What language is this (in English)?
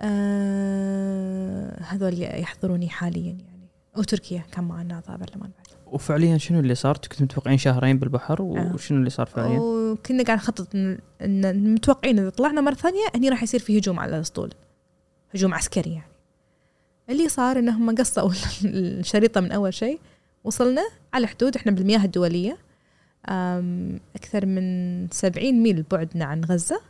Gulf Arabic